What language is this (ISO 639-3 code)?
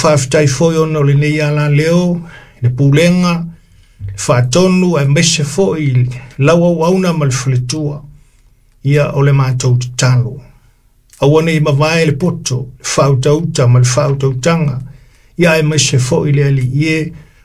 smo